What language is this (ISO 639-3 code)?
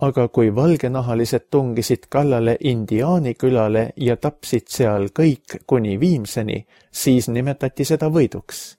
est